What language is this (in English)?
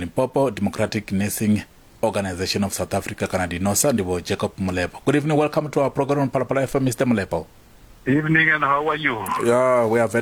Venda